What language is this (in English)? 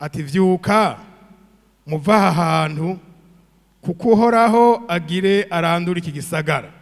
Rundi